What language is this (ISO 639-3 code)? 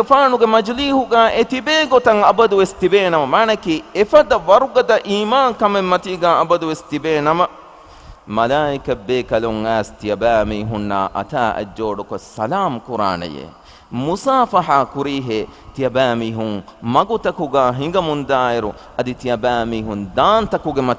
div